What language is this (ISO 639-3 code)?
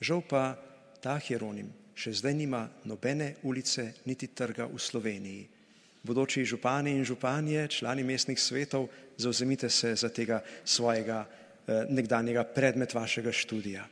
slv